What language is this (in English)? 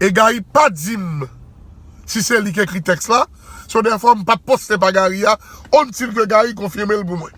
Haitian Creole